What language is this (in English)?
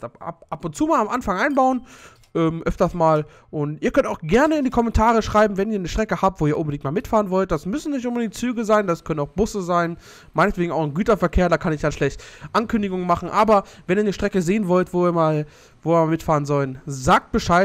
German